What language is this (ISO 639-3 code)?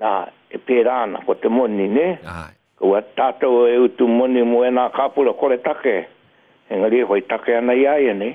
mri